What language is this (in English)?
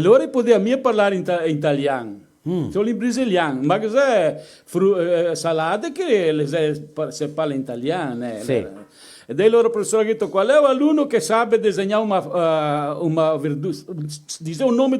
Venetian